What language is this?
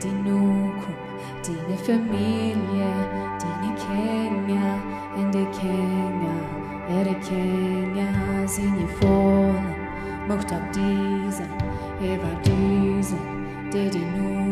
Plautdietsch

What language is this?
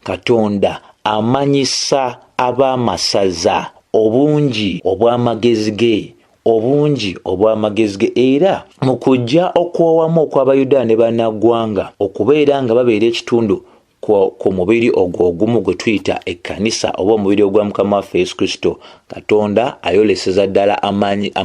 Ganda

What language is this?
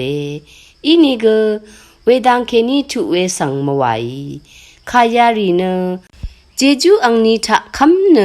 Rawang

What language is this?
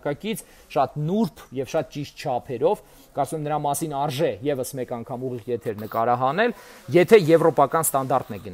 Armenian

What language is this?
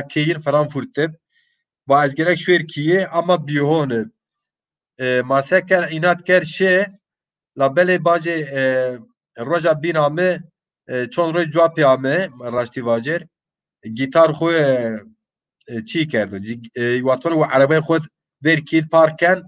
Zaza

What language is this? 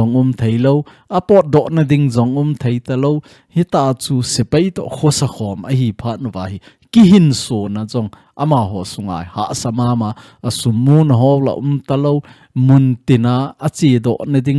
Thado Chin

